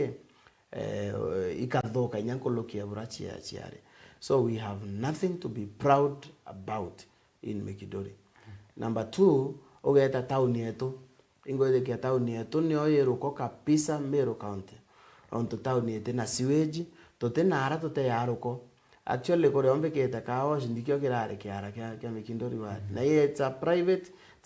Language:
Meru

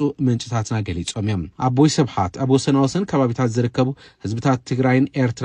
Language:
Tigrinya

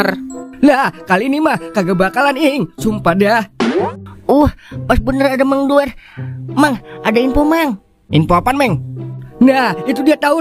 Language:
Betawi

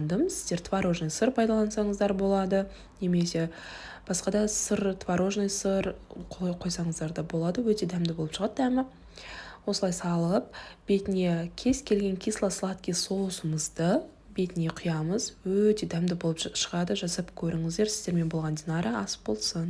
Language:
Kazakh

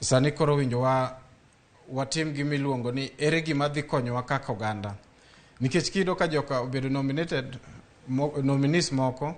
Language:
Luo (Kenya and Tanzania)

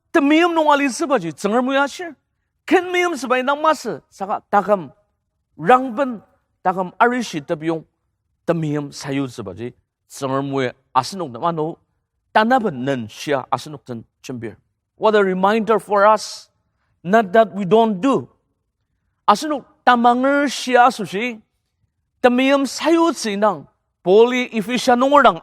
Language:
Ao Naga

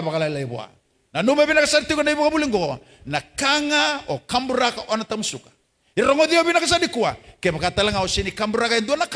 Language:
Fijian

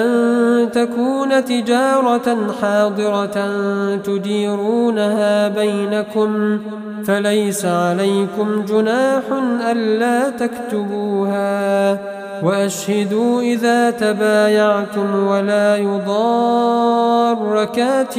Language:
Arabic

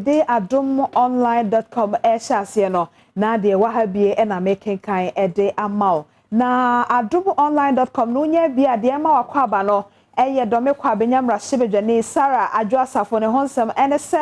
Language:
Akan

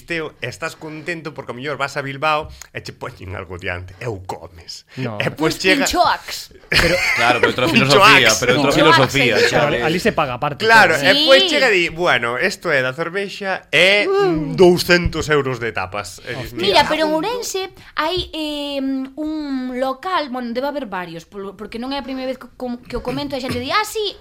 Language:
Galician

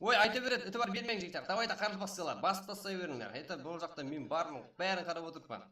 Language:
Kara-Kalpak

